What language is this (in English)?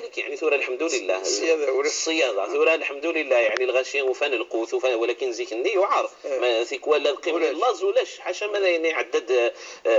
Moroccan Arabic